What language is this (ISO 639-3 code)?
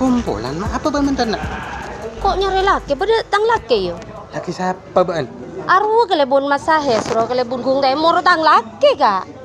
mad